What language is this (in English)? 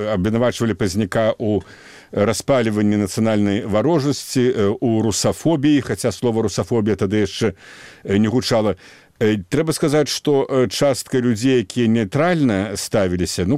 Belarusian